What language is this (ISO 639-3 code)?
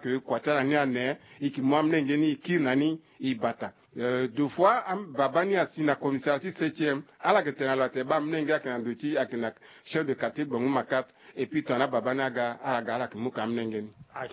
sag